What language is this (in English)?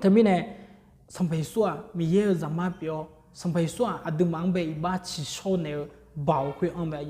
Akha